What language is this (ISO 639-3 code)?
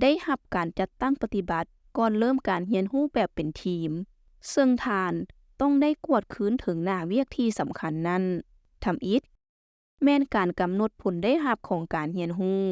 lao